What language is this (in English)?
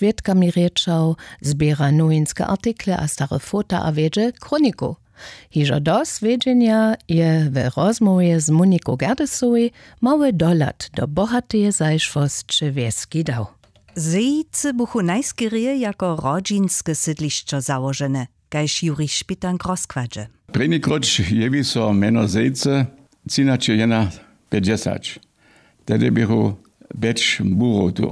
Upper Sorbian